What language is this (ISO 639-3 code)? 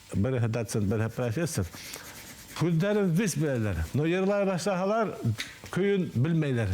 bak